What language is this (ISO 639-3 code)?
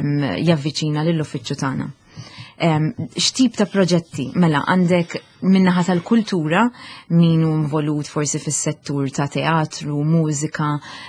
mlt